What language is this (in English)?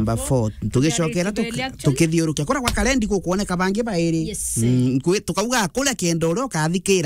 Meru